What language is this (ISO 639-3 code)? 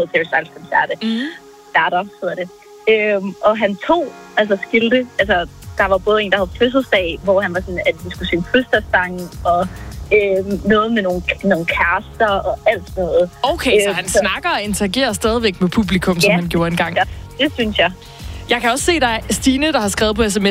dan